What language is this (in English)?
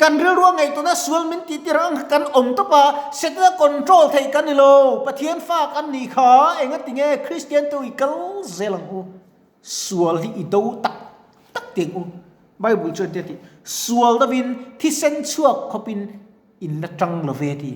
Mizo